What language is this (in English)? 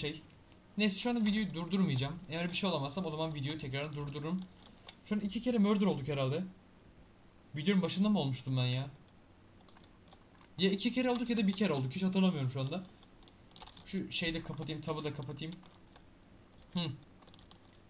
Turkish